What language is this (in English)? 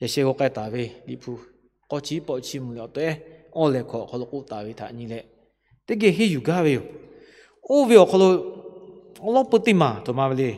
Lahu